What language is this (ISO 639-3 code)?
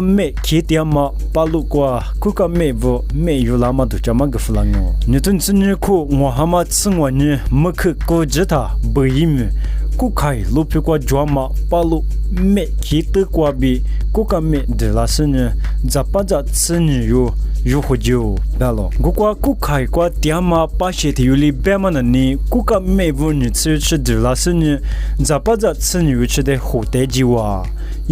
lis